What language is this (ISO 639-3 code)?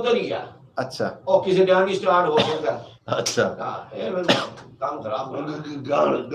skr